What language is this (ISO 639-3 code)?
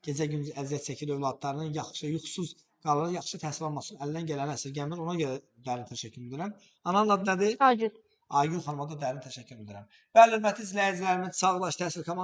aze